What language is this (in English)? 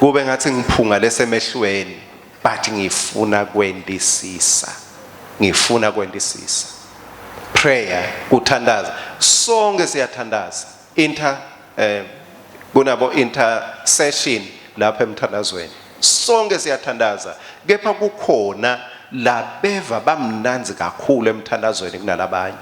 Swati